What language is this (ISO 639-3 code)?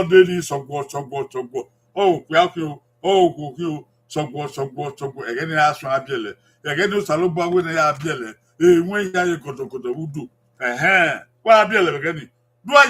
bin